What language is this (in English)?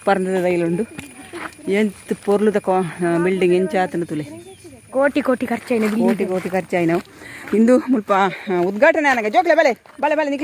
Tulu